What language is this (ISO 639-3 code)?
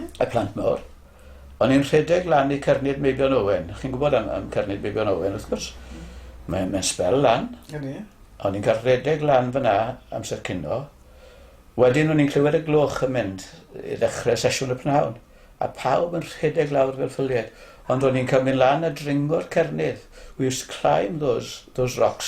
cym